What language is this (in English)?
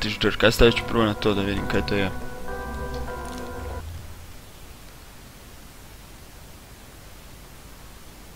Croatian